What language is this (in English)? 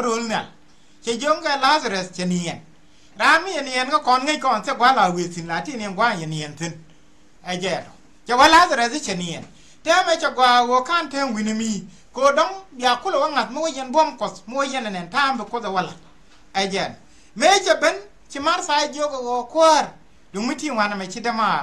Nuer